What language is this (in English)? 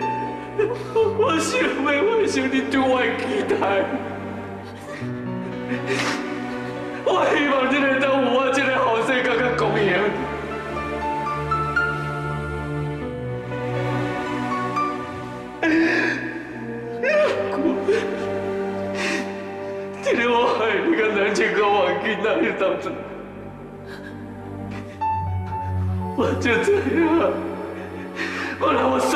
Min Nan Chinese